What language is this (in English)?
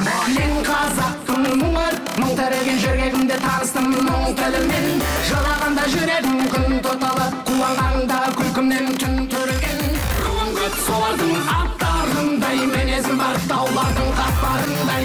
Kazakh